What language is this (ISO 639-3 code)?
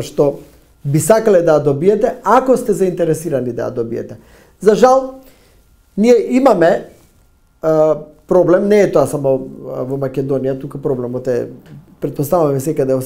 mkd